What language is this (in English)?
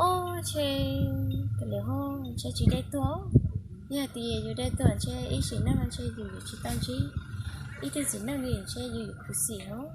Hmong